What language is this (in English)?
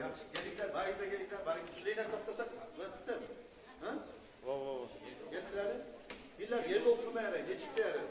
Kumyk